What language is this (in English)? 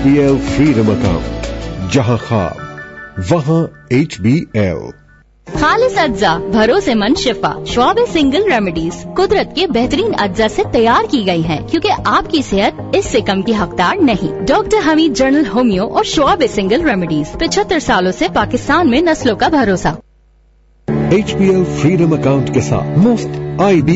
Urdu